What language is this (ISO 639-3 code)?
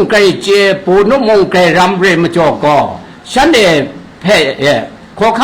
kac